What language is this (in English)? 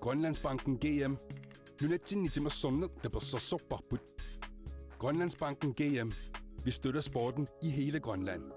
Kalaallisut